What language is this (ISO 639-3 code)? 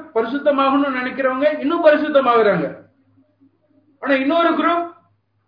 tam